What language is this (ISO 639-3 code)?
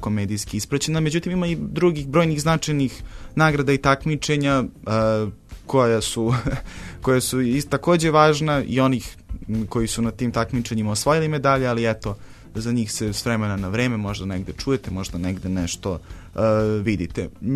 srp